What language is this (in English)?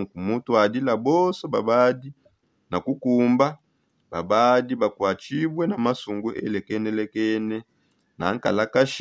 Songe